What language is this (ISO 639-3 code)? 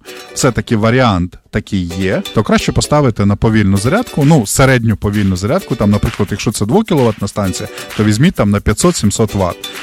ukr